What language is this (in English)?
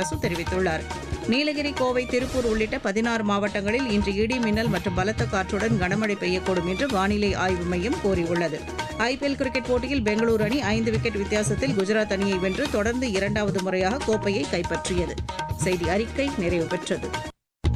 Tamil